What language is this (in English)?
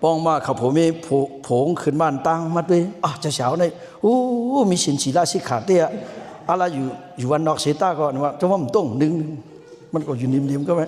Shan